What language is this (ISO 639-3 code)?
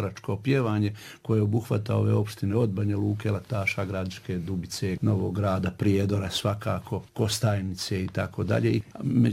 srp